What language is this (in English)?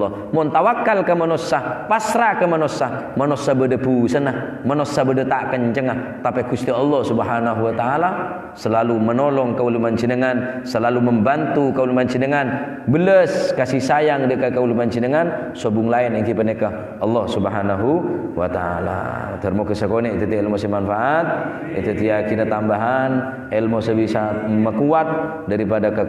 Madurese